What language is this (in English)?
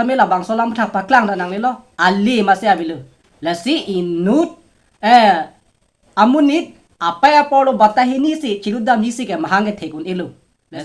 Karbi